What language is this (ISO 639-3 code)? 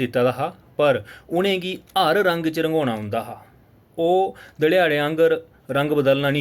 doi